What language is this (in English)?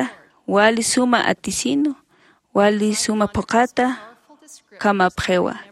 Aymara